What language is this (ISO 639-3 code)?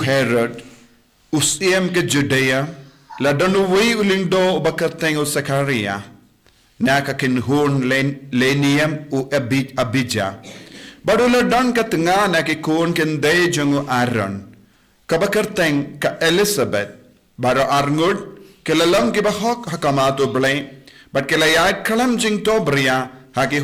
kha